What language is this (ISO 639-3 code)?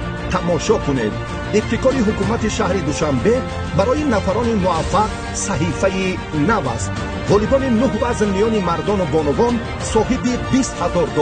tgk